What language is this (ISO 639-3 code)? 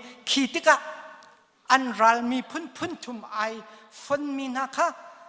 cnh